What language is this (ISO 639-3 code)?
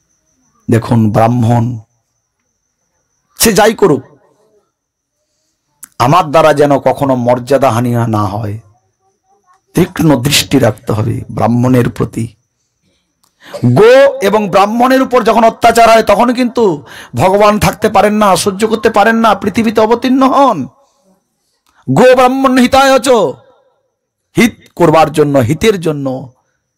ben